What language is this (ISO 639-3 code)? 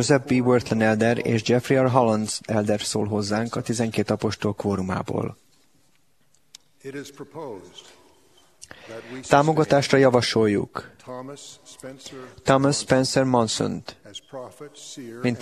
hun